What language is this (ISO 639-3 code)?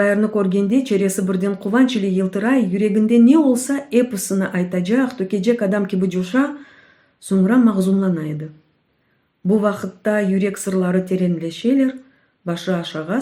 crh